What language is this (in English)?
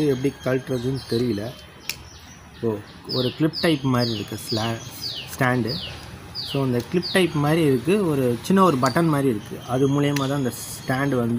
Tamil